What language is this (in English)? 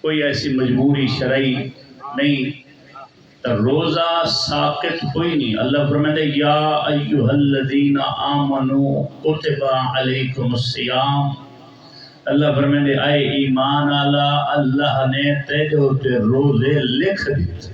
Saraiki